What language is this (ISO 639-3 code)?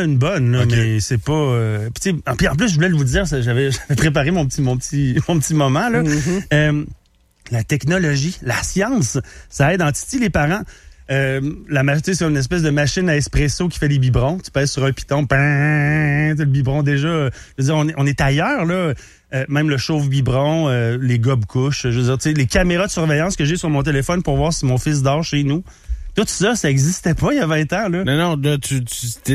fra